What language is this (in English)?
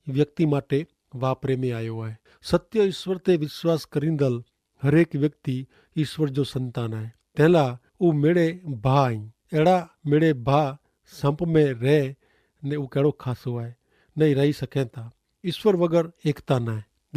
Kachhi